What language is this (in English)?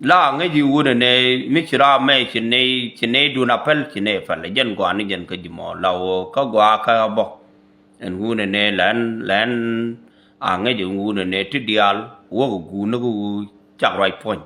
Nuer